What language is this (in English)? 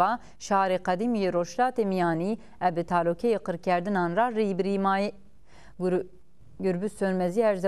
Zaza